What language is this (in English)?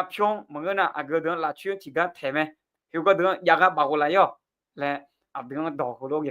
Akha